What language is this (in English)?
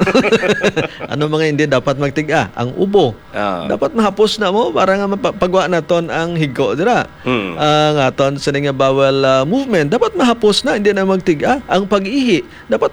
Hiligaynon